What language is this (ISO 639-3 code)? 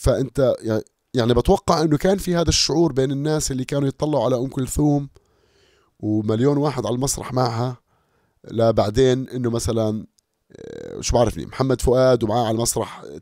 apc